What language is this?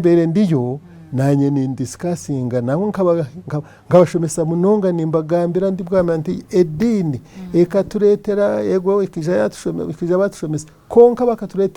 Nyankole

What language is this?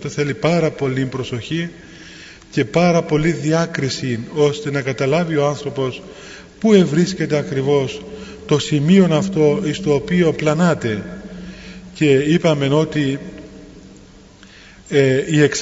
Greek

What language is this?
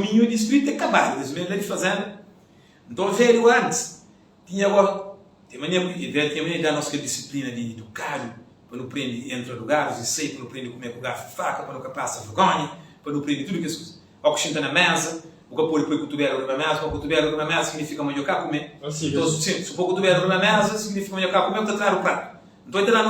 Kabuverdianu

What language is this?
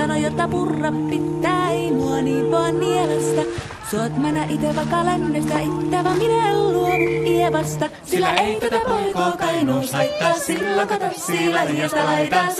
Finnish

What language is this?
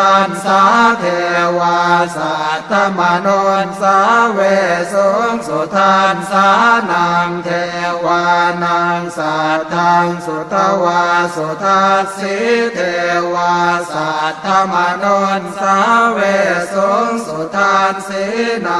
Pali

